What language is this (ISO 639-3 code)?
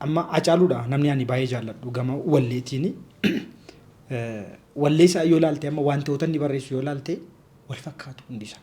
orm